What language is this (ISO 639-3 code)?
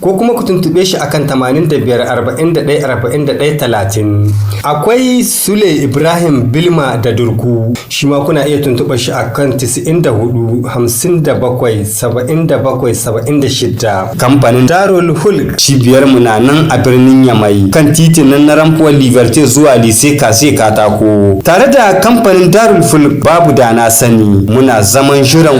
hau